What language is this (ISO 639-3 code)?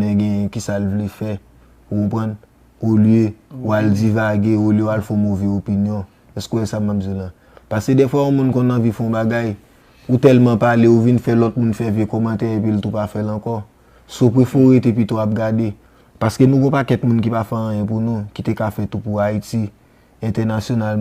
hat